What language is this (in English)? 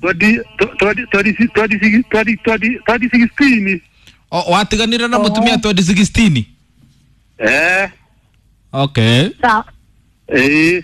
Kikuyu